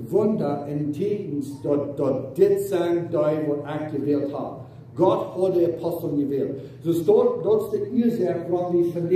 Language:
Plautdietsch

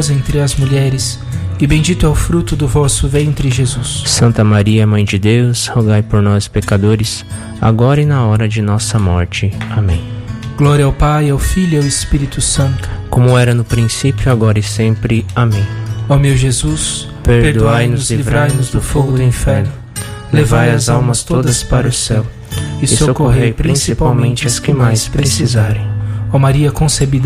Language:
Portuguese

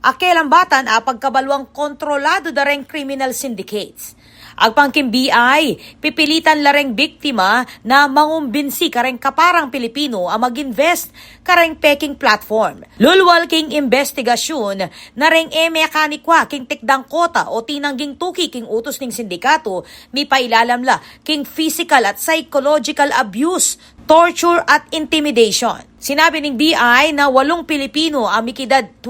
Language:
Pampanga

